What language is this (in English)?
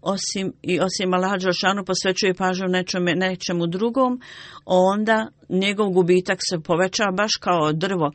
Bosnian